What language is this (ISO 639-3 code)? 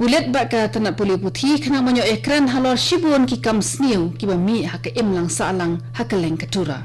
kha